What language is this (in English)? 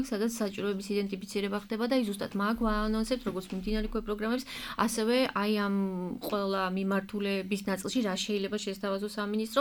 Georgian